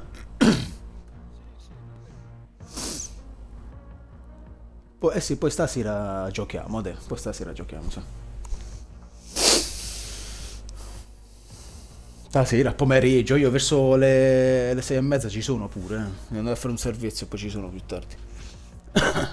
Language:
Italian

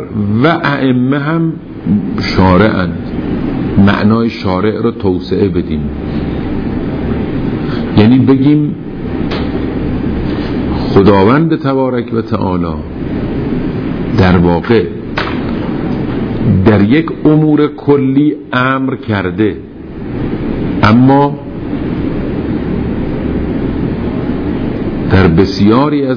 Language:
Persian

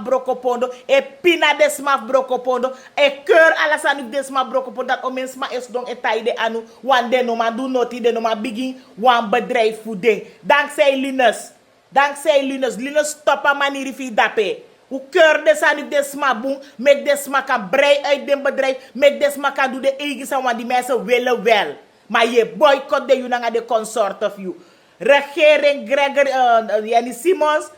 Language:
Sranan Tongo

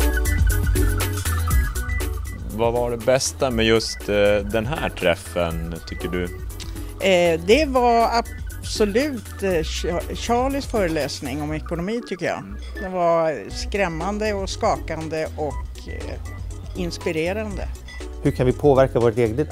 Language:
Swedish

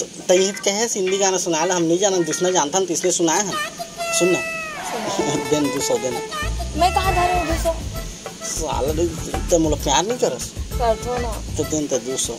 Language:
Chhattisgarhi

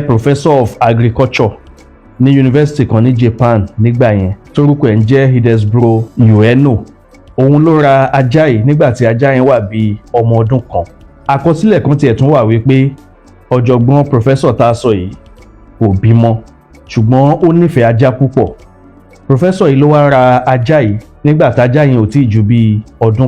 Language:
Yoruba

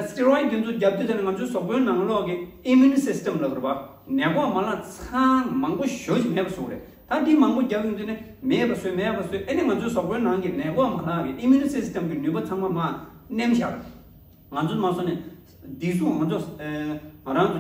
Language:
Tibetan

